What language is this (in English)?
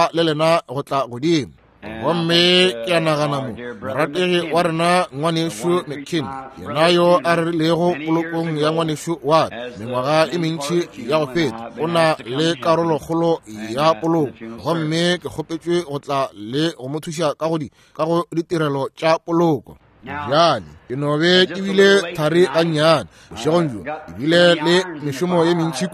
Northern Sotho